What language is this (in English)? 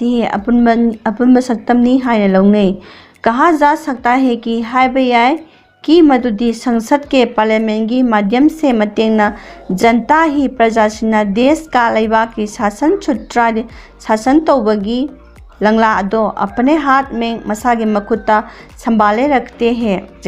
Manipuri